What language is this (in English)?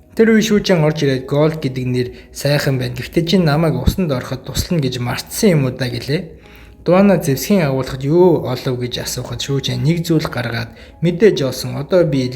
Mongolian